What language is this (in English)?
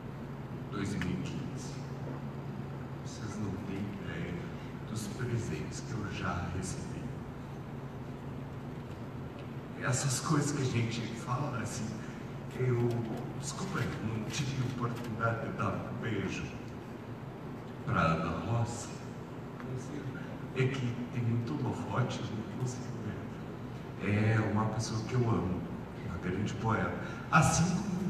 Portuguese